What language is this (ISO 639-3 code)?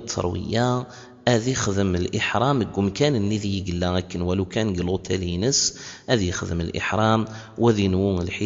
kab